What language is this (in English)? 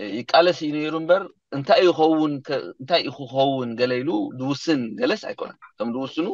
Tigrinya